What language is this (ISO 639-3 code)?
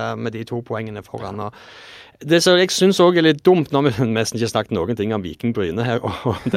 nor